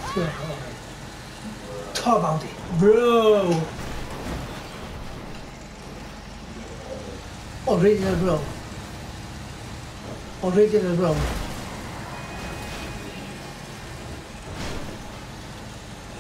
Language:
Swedish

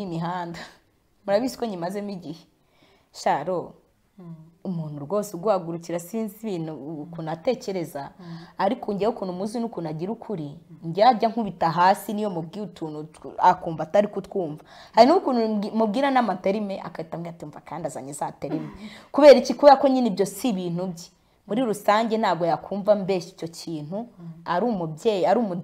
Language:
Kinyarwanda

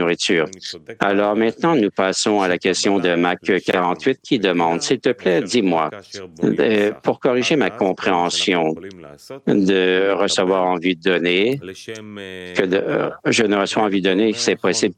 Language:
French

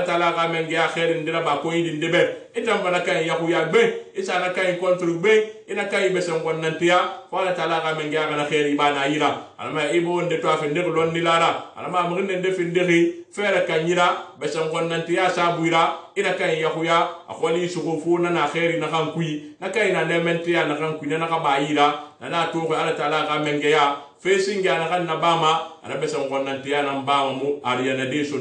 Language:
Susu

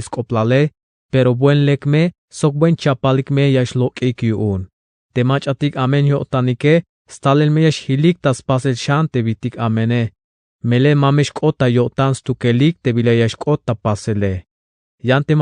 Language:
Tzeltal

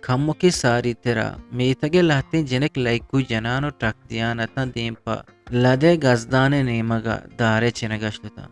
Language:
Eastern Balochi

